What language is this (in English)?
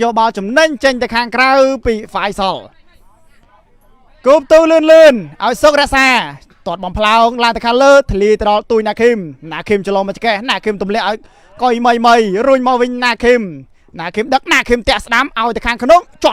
Khmer